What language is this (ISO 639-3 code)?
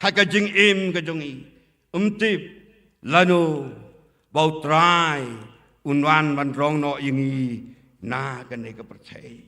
kha